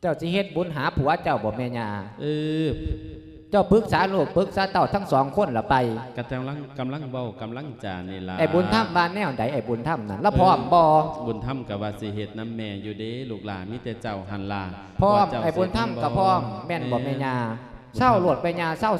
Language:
Lao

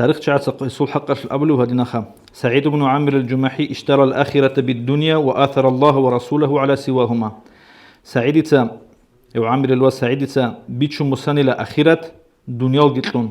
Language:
Avaric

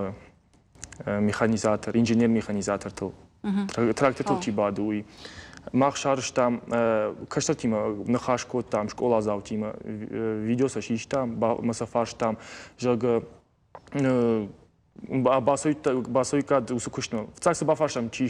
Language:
Ossetic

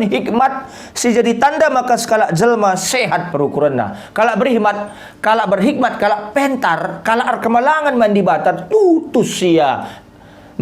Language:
Batak Karo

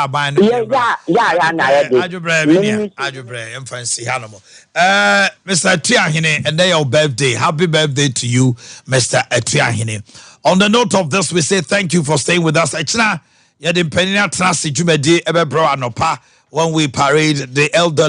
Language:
Akan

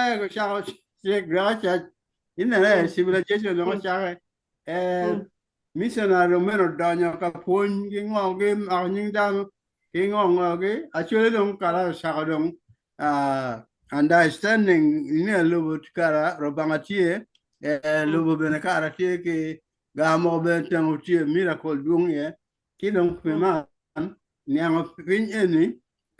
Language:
Acoli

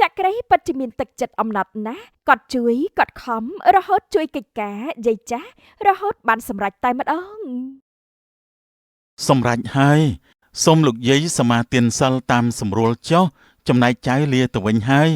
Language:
Khmer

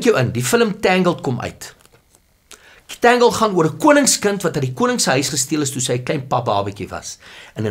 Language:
Afrikaans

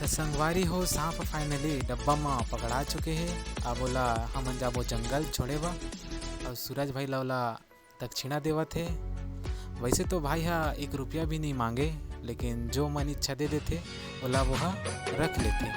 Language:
Chhattisgarhi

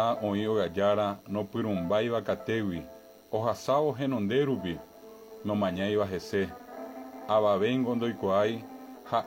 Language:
Guarani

